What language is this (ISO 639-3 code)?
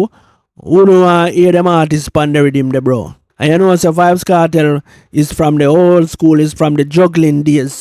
jam